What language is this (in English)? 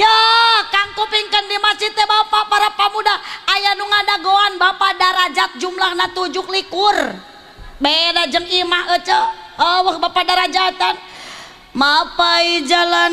Sundanese